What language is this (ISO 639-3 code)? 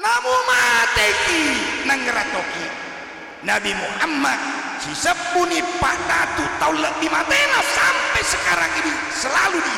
bug